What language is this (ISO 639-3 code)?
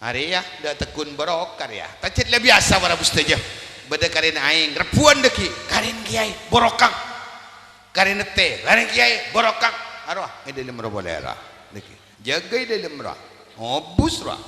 mad